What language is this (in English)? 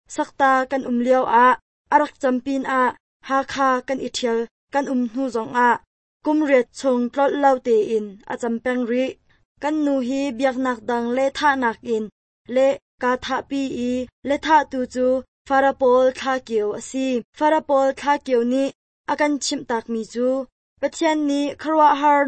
Hakha Chin